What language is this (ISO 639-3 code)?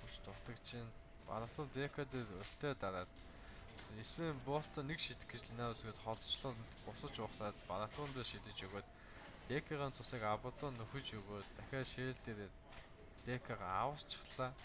mon